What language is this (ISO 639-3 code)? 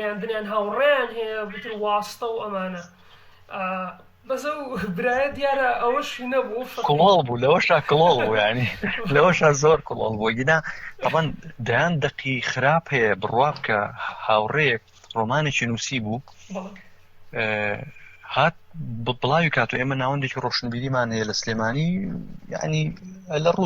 ckb